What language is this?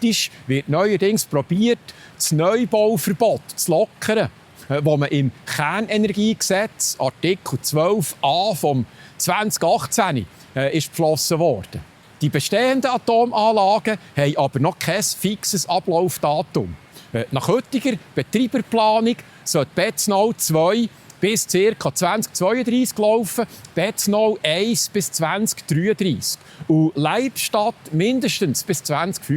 Swiss German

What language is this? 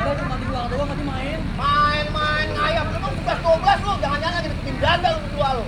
Betawi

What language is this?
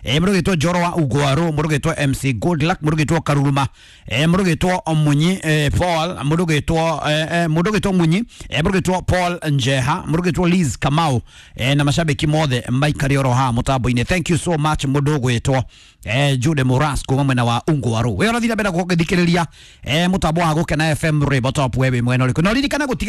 Kikuyu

